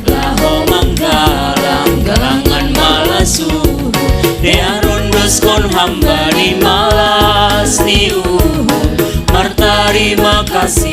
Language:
Batak Simalungun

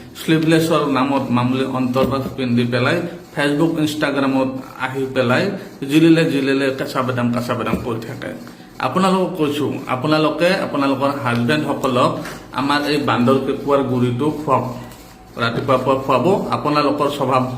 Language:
Assamese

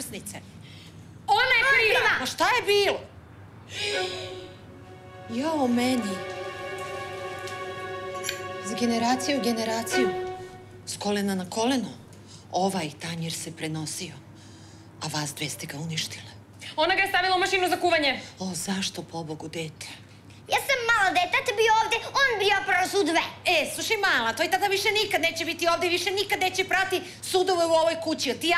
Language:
Serbian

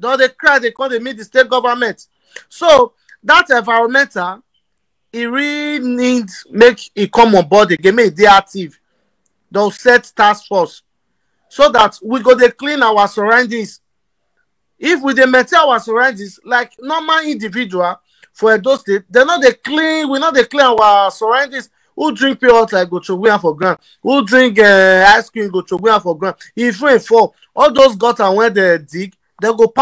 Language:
Nigerian Pidgin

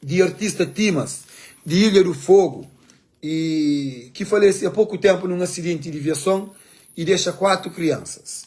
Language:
Kabuverdianu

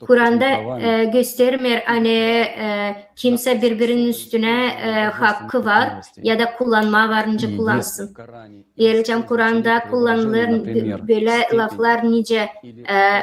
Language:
Gagauz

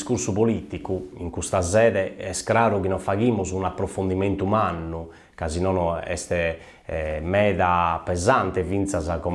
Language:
Sardinian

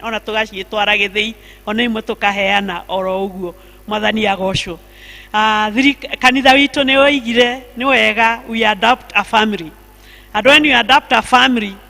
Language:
Kikuyu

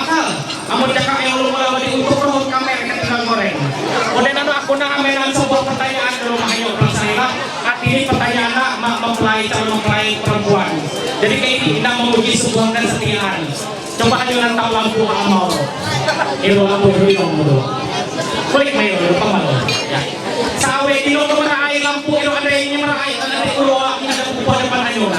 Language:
Ma'anyan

